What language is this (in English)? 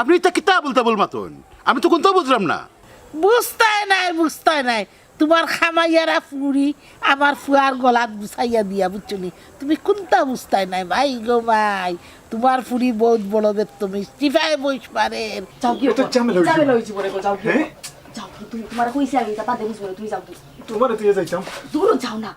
Sylheti